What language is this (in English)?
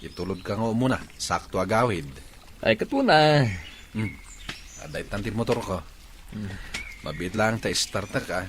Iloko